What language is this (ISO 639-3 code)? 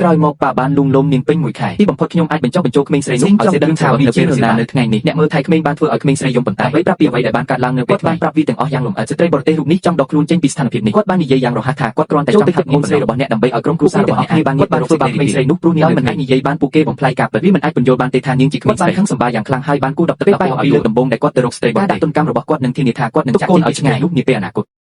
khm